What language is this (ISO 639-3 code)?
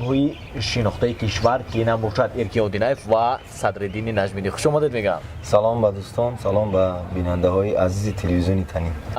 tgk